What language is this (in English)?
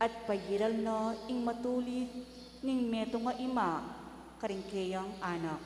Pampanga